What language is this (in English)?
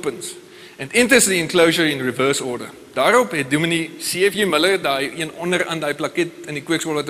Afrikaans